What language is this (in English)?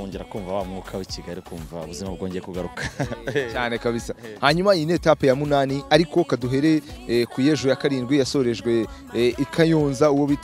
Kinyarwanda